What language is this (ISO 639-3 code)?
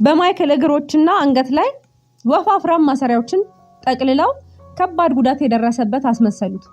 amh